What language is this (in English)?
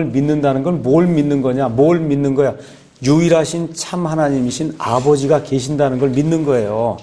Korean